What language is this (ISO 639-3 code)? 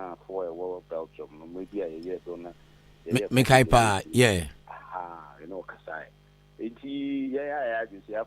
aka